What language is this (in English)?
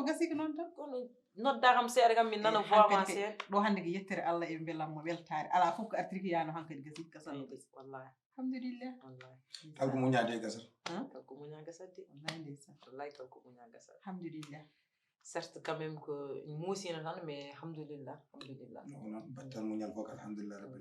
Fula